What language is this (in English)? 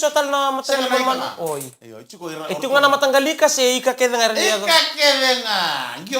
Fijian